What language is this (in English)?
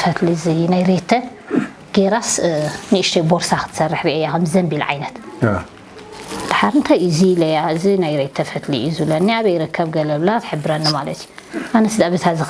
Tigrinya